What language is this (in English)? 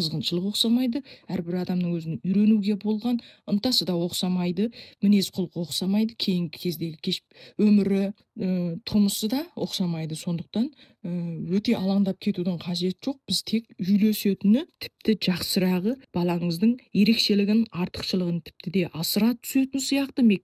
Kazakh